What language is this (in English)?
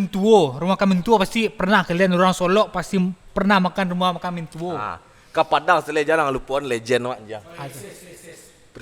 Minangkabau